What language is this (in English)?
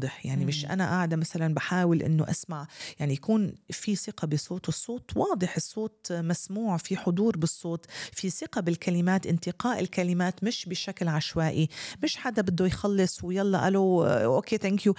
North Levantine Arabic